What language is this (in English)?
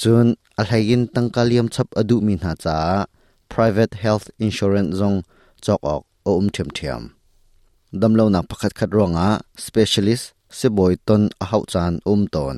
Hakha Chin